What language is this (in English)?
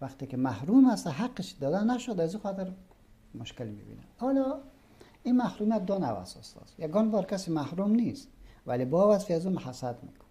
Persian